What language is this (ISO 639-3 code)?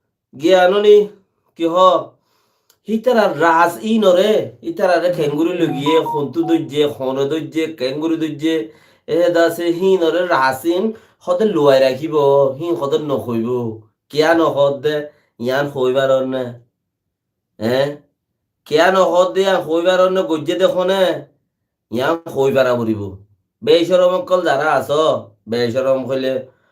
rhg